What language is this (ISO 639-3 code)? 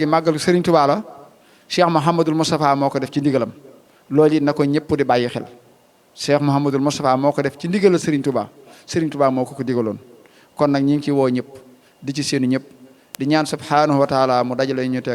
wol